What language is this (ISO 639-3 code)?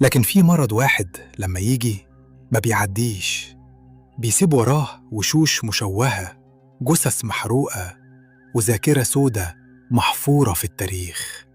arz